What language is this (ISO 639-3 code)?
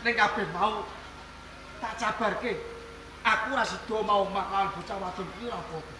jav